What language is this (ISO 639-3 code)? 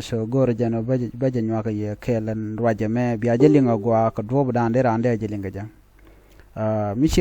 nus